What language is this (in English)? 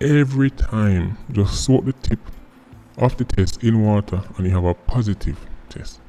Jamaican Creole English